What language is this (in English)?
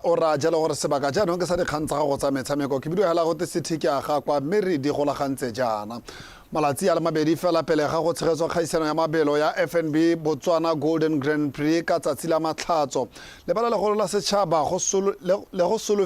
Tswana